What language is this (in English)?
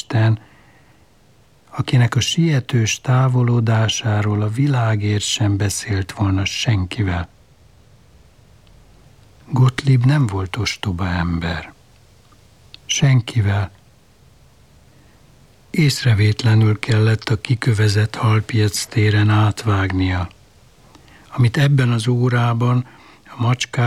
Hungarian